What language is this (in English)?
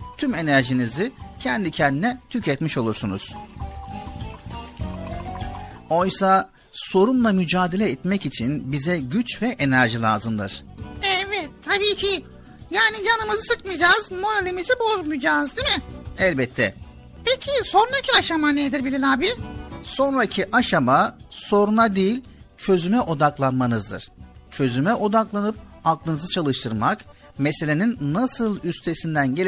Turkish